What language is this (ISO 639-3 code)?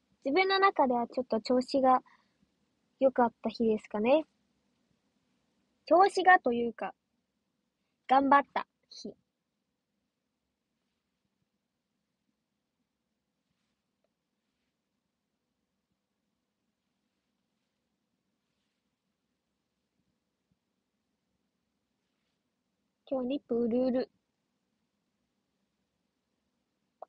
jpn